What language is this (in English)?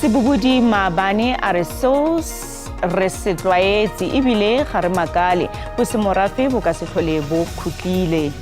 Tswana